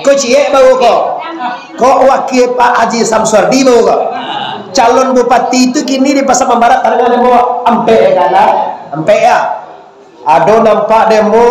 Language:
Minangkabau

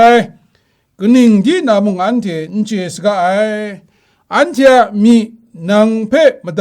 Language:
Kachin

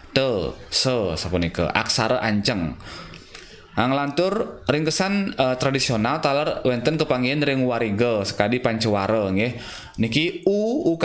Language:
Balinese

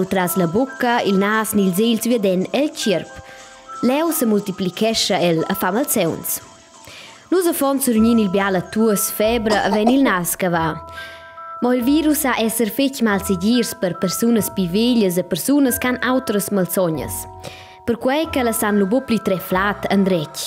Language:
Romansh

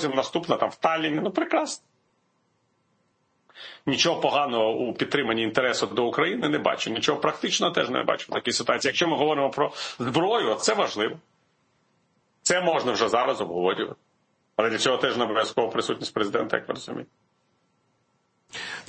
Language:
Ukrainian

